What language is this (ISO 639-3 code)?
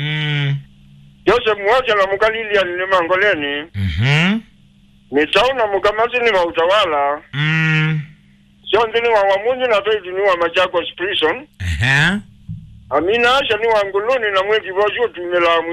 kam